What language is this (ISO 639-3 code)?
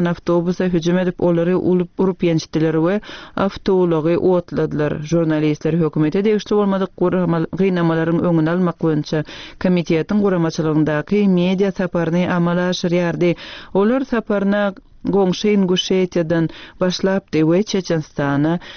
tuk